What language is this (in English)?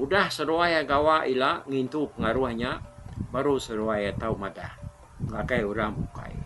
Iban